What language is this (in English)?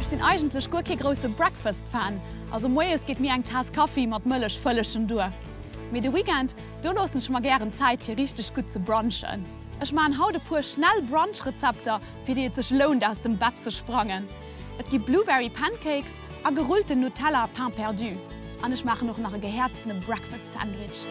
Luxembourgish